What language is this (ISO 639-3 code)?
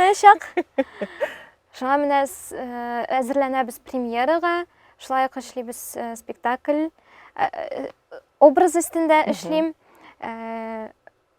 tat